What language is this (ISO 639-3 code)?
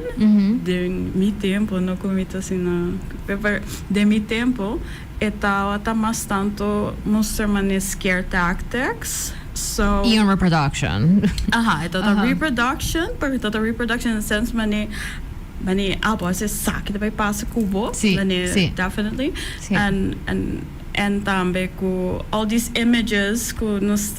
pap